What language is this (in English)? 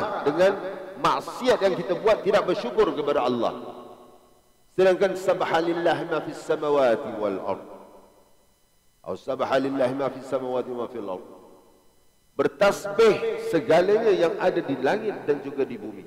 Malay